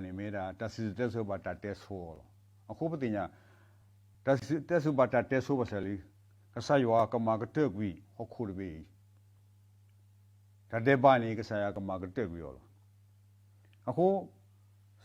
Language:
S'gaw Karen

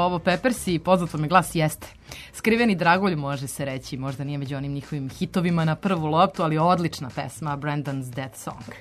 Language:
Serbian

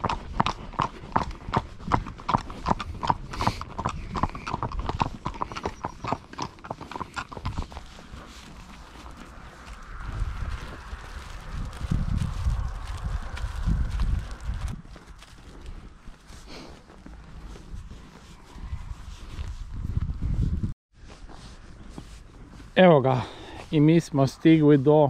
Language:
Croatian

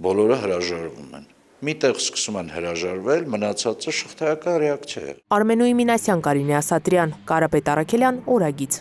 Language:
Armenian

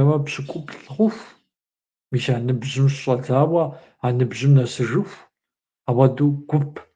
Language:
Kabardian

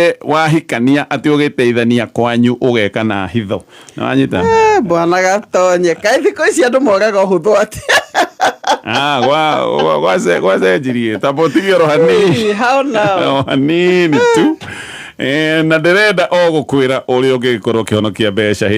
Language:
Kikuyu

